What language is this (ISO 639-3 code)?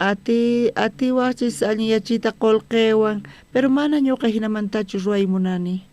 quh